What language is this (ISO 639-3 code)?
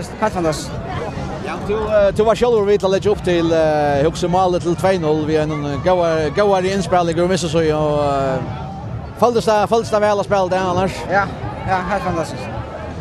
fao